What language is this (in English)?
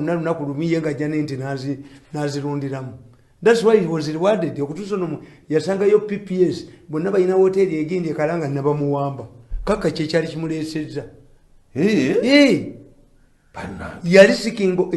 Ganda